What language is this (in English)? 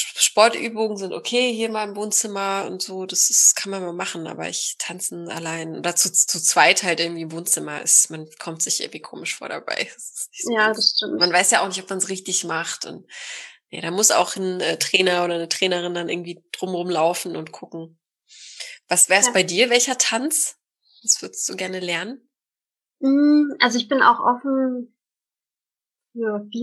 German